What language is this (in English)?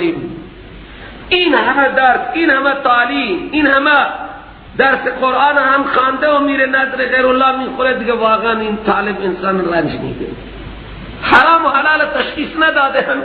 Persian